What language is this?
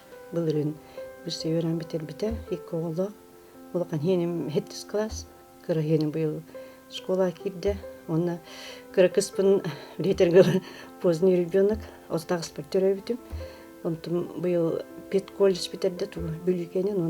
Yakut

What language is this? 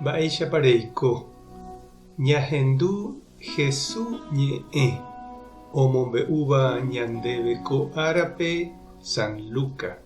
Guarani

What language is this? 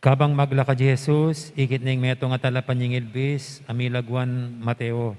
Pampanga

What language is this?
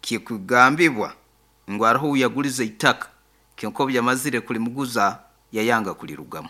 Nyoro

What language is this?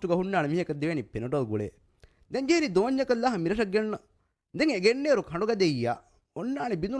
Divehi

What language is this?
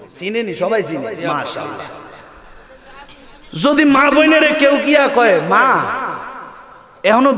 Bangla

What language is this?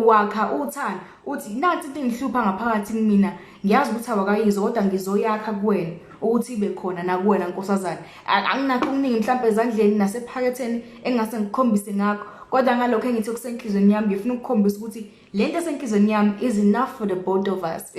Zulu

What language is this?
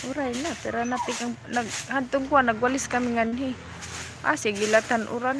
Waray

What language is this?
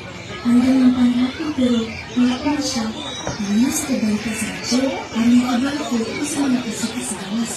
Hiligaynon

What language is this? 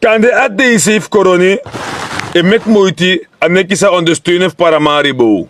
Sranan Tongo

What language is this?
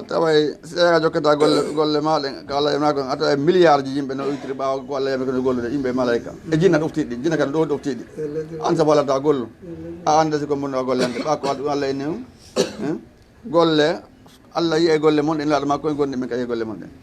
Fula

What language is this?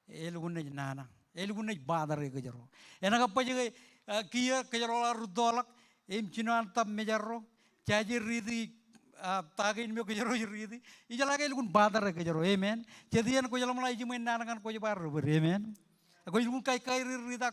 Marshallese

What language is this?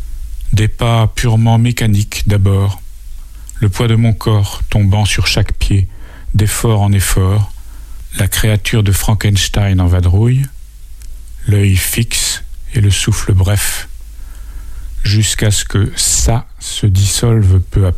French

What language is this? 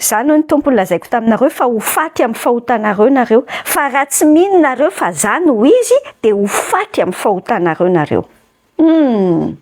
Malagasy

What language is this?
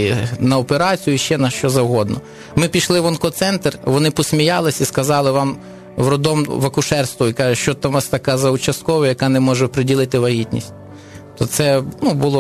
Ukrainian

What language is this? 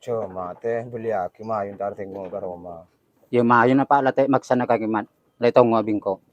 Madurese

